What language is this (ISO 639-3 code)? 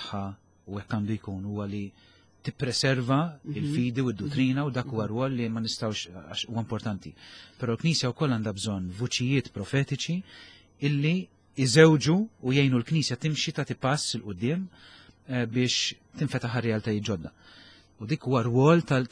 mlt